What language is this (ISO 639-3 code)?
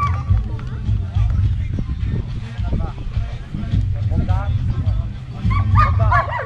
pol